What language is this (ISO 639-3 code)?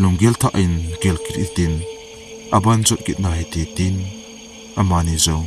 tcz